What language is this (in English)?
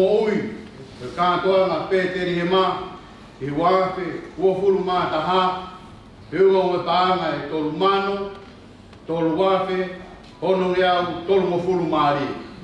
Tongan